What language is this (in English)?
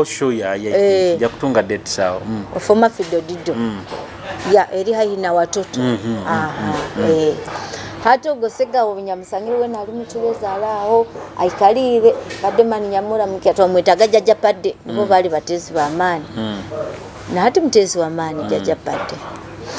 Nyoro